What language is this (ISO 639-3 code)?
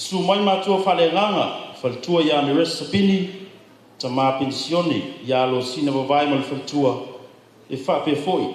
smo